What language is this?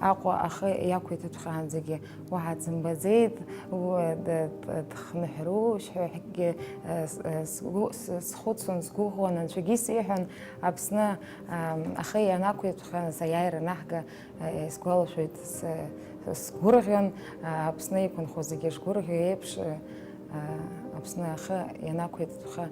Abkhazian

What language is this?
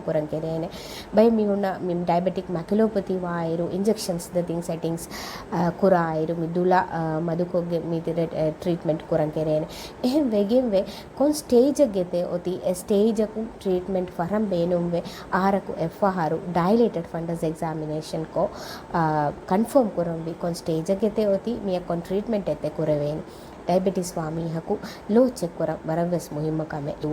Divehi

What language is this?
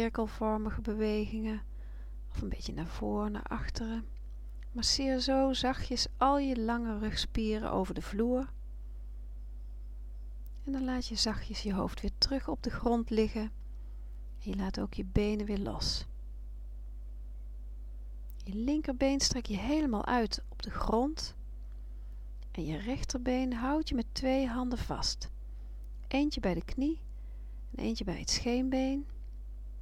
Dutch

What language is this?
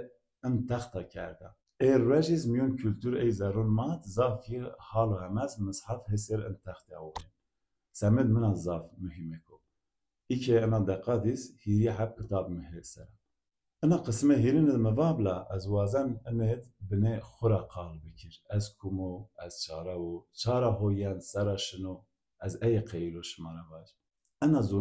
Zaza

